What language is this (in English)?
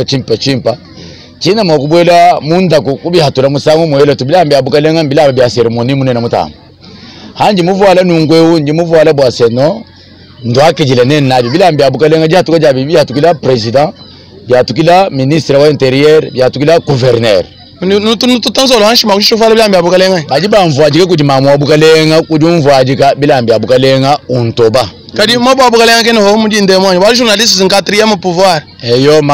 Luba-Lulua